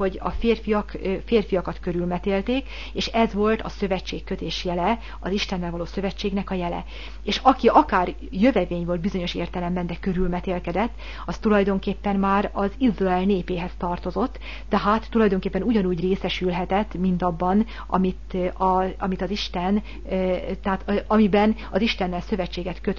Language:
Hungarian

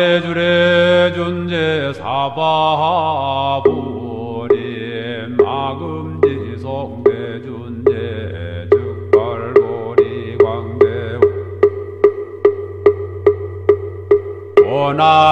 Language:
Korean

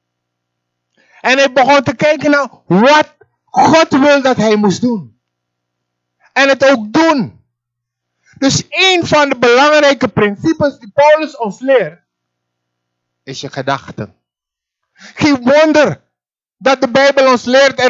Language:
Dutch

